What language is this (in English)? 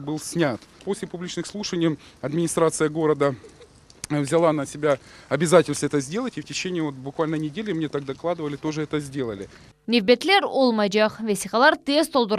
Crimean Tatar